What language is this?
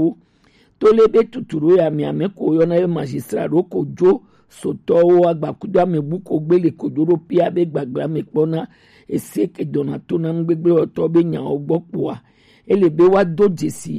Gen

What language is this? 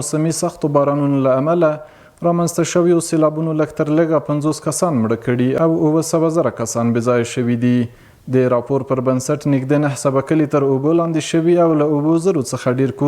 Pashto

